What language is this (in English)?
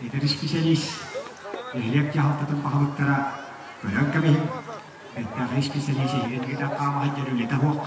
Yakut